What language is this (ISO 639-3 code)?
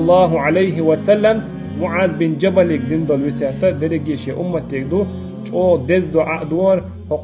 che